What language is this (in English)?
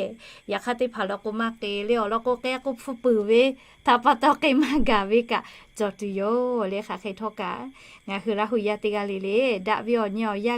Lahu